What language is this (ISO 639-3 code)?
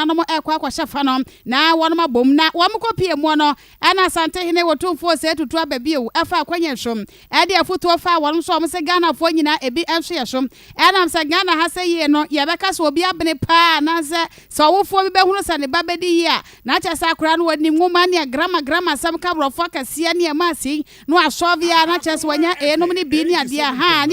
aka